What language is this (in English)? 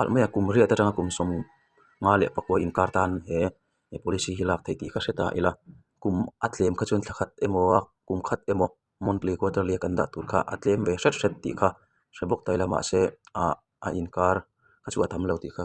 Mizo